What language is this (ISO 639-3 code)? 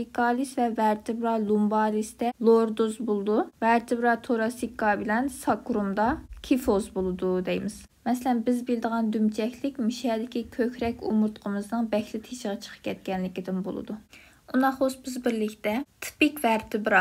uig